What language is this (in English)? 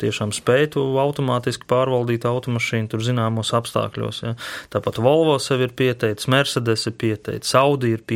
Latvian